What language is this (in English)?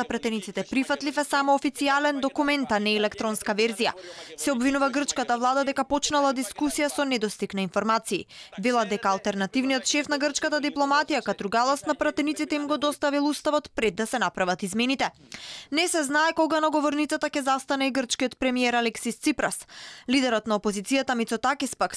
Macedonian